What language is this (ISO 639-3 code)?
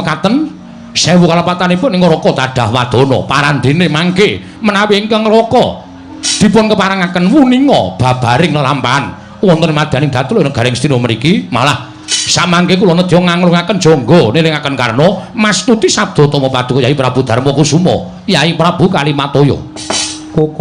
jav